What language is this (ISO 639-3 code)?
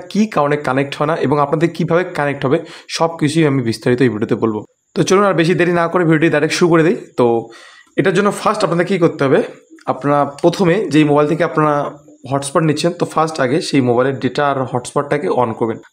ben